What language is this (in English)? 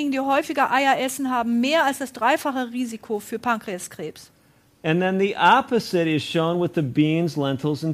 German